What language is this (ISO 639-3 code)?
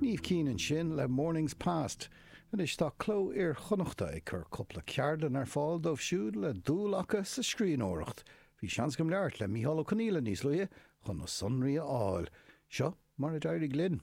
gle